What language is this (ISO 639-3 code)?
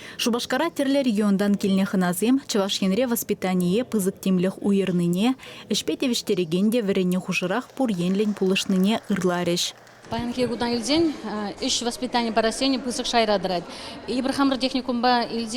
chv